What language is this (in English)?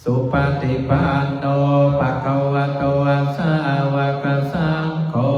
Pali